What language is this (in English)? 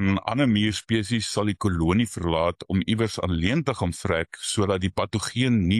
Afrikaans